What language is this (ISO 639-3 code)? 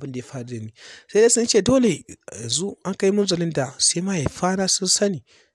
hau